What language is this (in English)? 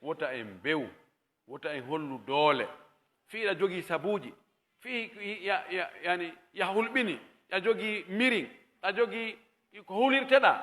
Pular